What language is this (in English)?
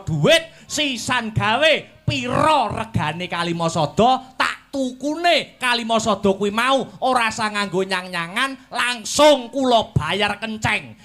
Javanese